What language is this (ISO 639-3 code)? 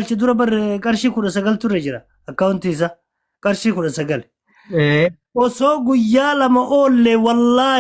orm